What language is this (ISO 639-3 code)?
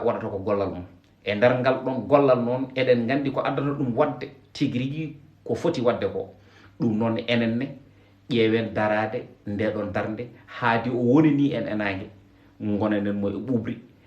ful